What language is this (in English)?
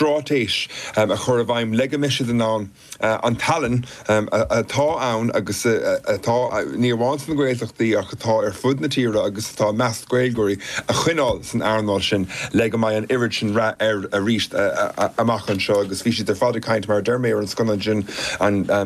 Irish